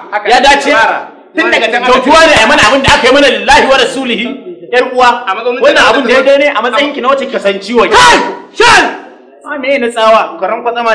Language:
Hausa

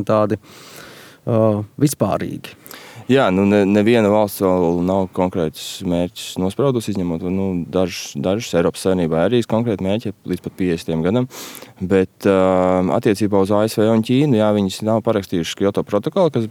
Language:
Latvian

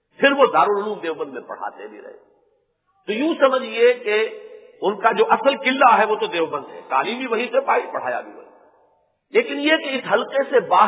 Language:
Urdu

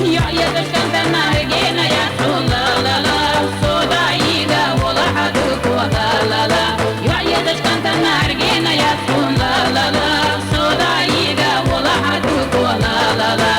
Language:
Chechen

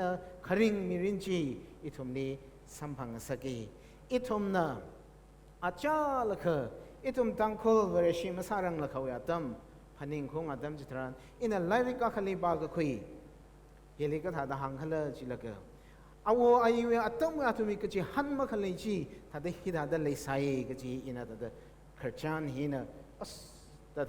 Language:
Tangkhul Naga (India)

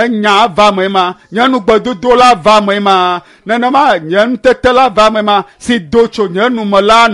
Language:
Ewe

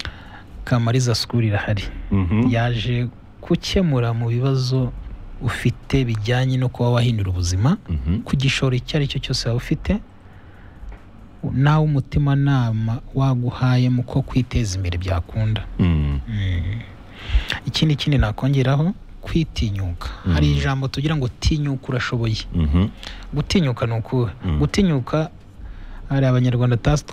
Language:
Kinyarwanda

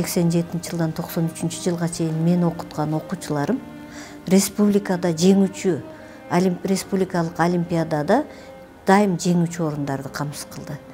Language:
Kyrgyz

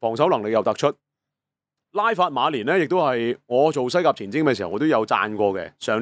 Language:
Cantonese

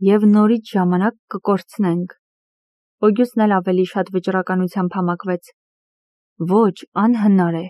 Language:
Armenian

